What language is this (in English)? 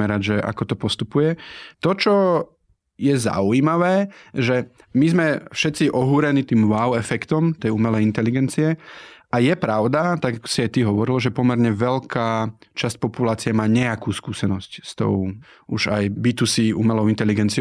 Slovak